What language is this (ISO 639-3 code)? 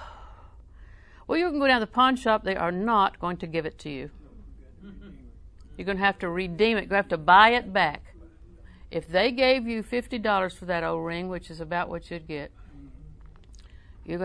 eng